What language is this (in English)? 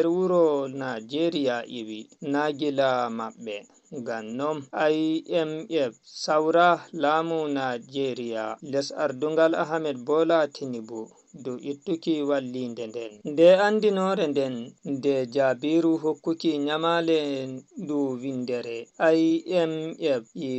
Fula